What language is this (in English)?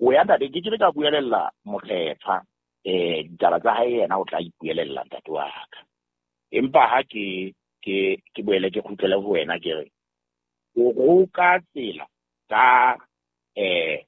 Southern Sotho